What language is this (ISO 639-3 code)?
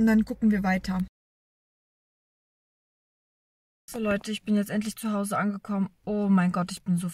deu